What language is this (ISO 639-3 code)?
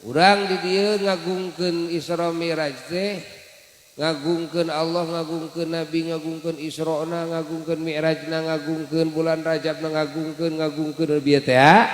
sun